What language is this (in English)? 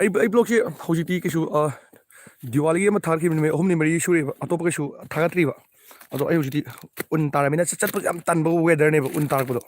Manipuri